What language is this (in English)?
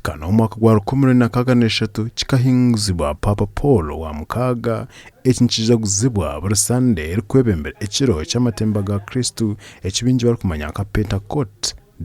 Nyankole